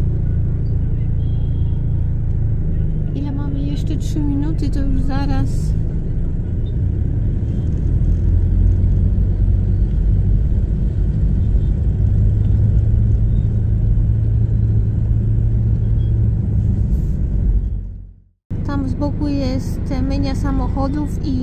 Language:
Polish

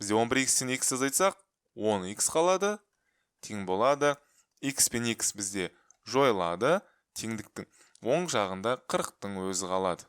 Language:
Kazakh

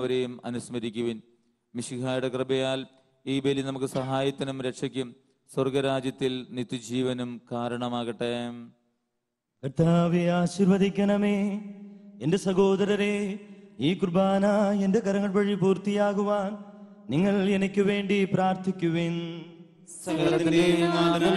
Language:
Malayalam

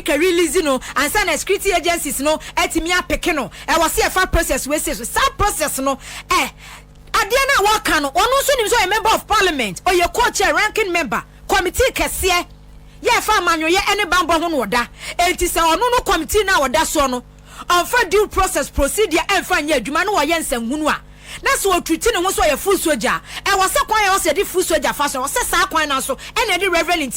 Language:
Akan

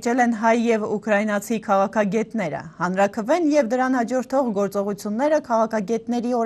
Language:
Armenian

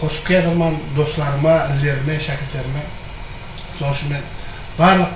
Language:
Kara-Kalpak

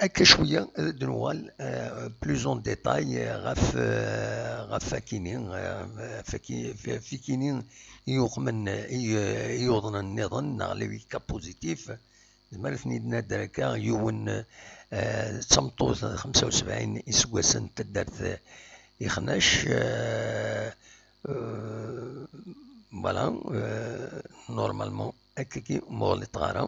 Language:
Kabyle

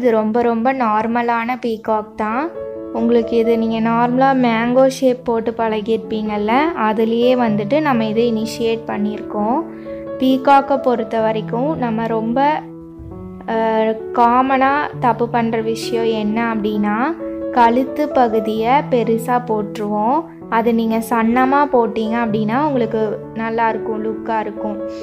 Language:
Tamil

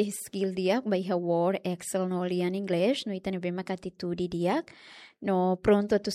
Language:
Tetum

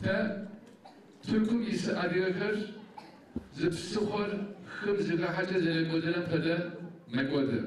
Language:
Adyghe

